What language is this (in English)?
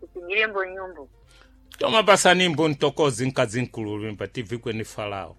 Sena